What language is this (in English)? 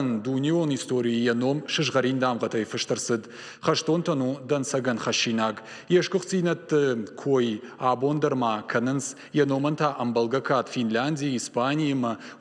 Ossetic